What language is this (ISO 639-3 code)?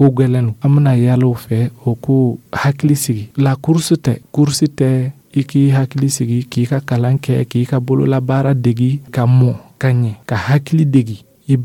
dyu